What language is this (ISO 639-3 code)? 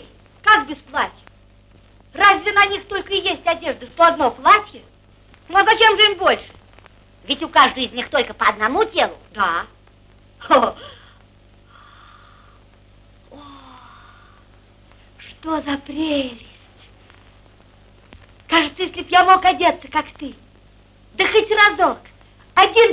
rus